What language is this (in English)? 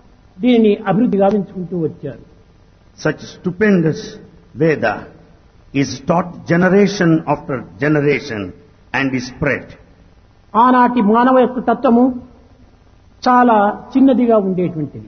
Telugu